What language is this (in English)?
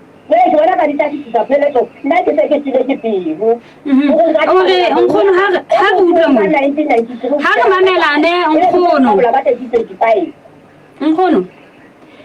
Southern Sotho